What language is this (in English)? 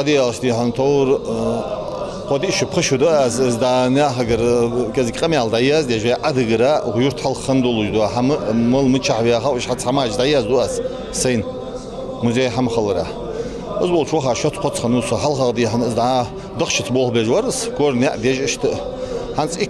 Ingush